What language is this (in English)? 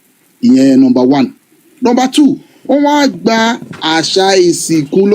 Yoruba